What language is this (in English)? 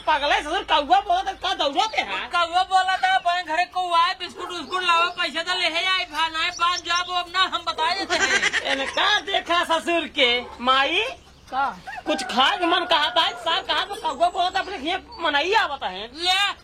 Awadhi